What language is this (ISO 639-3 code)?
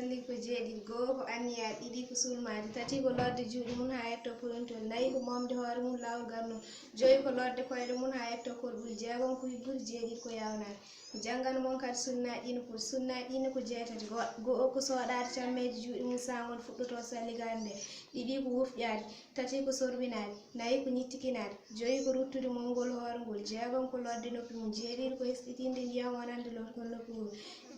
ful